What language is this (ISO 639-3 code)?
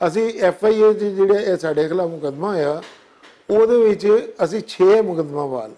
lah